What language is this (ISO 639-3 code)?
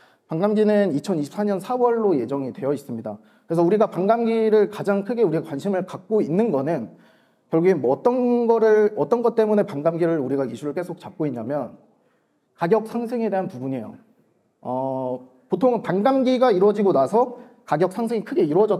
kor